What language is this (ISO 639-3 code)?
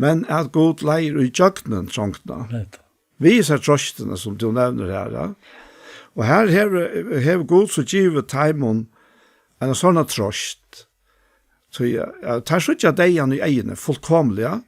fao